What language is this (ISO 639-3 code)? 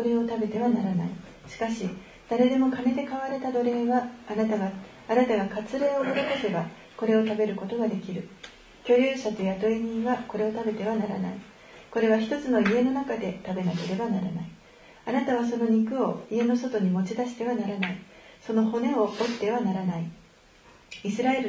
jpn